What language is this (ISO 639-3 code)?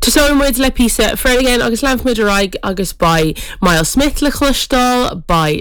gle